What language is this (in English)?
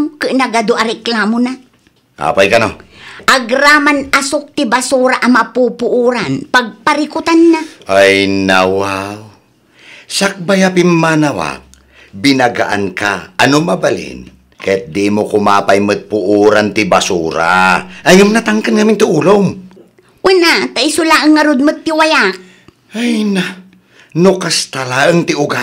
Iloko